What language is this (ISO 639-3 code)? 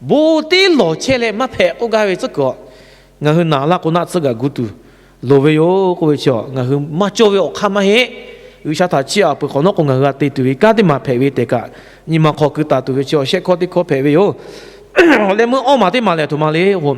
lhu